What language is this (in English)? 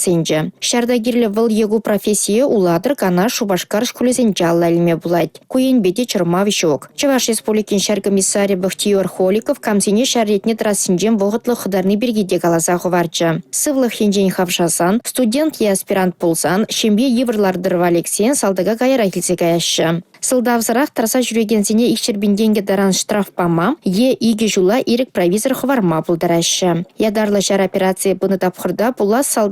Chuvash